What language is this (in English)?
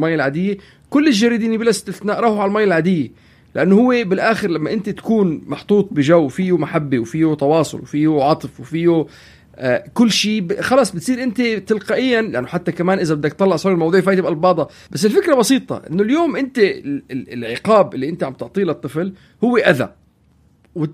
North Levantine Arabic